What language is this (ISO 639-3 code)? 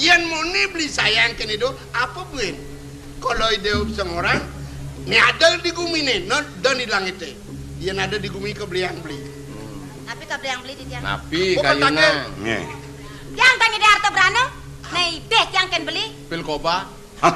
ban